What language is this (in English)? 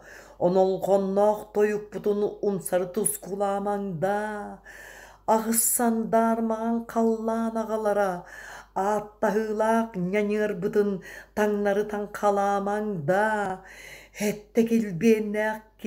Yakut